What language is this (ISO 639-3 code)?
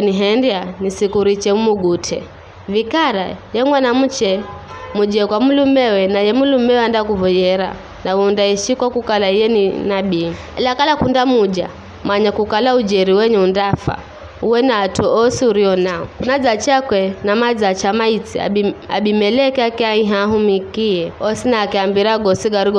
nyf